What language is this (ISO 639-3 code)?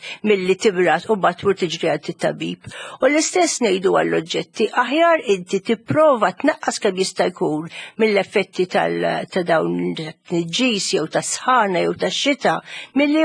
mlt